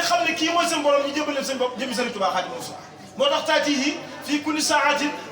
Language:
Wolof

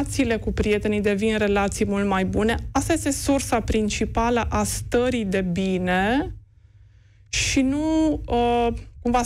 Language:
Romanian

